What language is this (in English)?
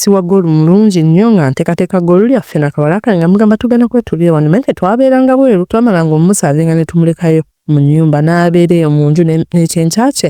Ganda